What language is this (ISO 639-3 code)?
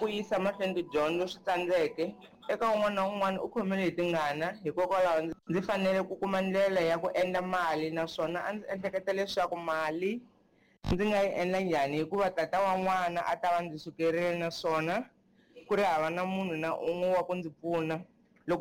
tso